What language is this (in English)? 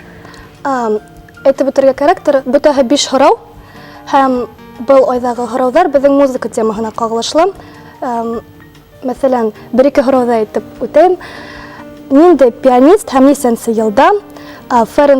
Bashkir